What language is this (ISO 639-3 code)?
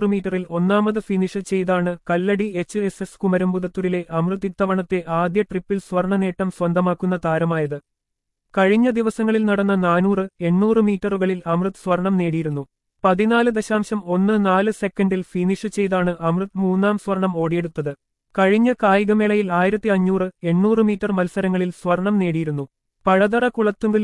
mal